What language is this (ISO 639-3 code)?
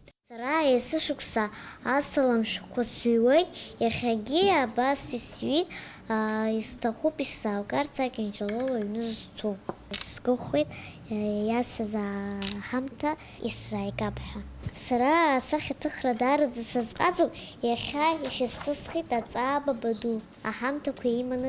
abk